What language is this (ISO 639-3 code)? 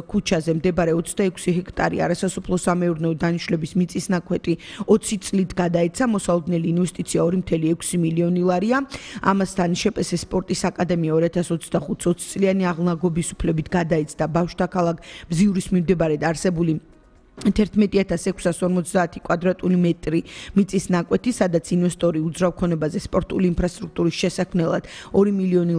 kat